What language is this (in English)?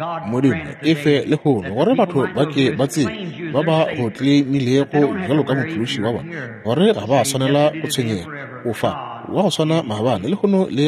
Northern Sotho